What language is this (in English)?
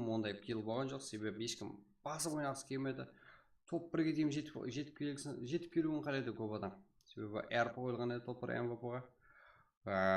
Kara-Kalpak